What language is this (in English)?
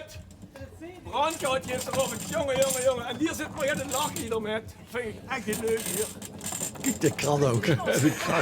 Limburgish